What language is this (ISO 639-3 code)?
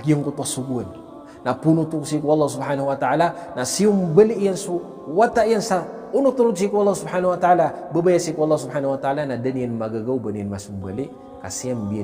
mrw